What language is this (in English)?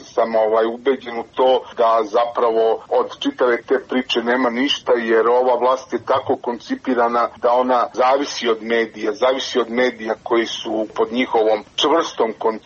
Serbian